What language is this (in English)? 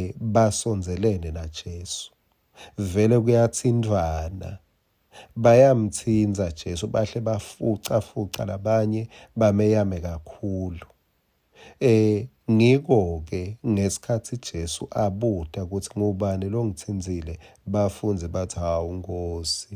Swati